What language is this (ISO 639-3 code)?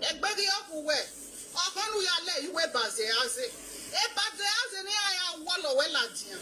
pcm